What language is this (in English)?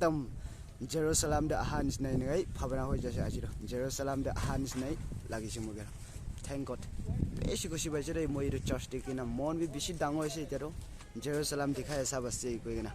Naga Pidgin